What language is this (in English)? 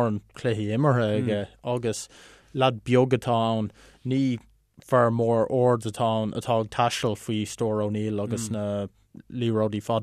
Irish